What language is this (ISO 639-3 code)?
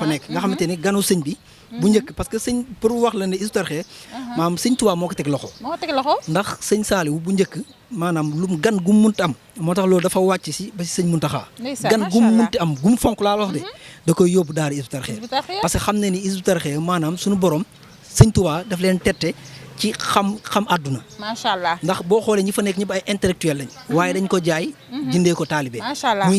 wol